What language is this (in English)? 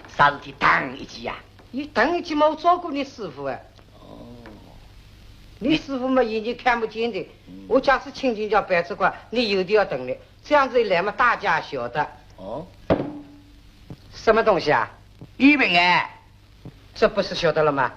Wu Chinese